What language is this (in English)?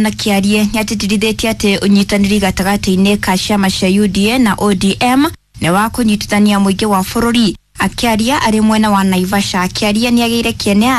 Kikuyu